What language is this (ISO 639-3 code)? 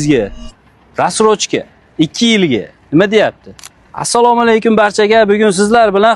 uzb